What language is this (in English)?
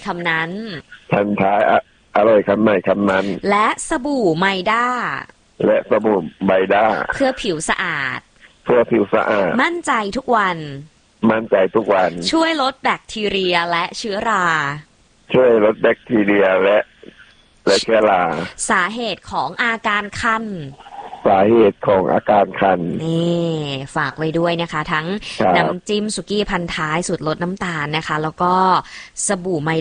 Thai